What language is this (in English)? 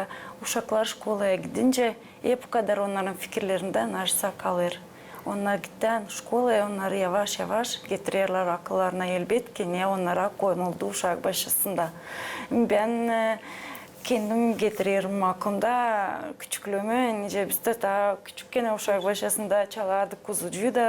Gagauz